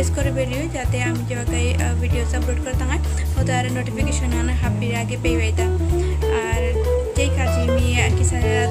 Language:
Bishnupriya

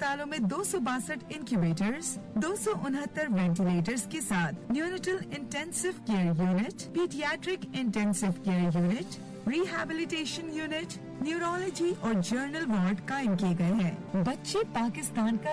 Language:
Urdu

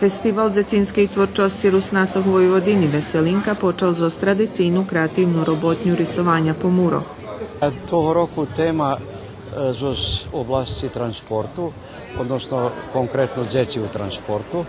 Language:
Rusyn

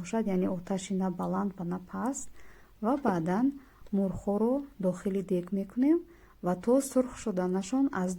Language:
Tajik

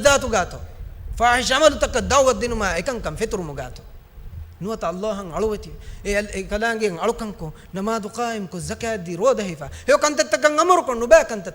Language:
Divehi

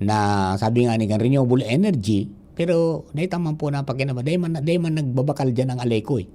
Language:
Bikol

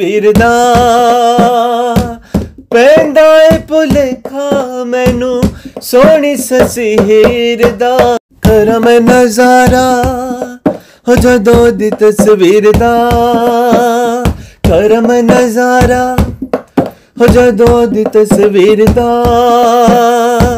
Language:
Punjabi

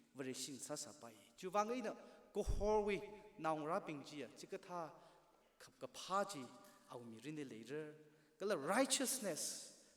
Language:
Tangkhul Naga (India)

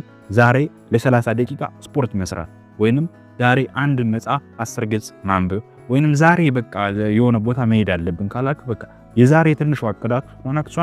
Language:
Amharic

